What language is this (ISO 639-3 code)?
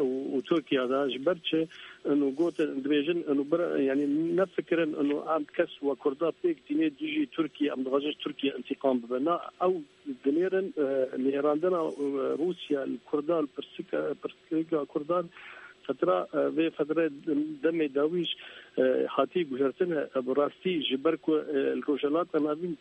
kur